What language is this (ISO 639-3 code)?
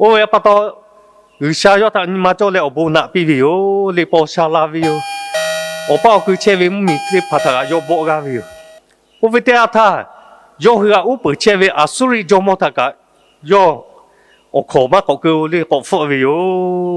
lhu